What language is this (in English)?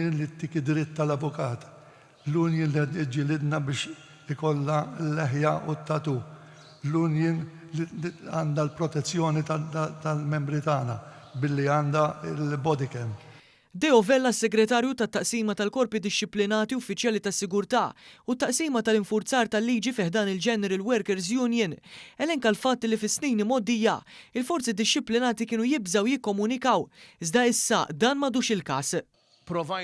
Maltese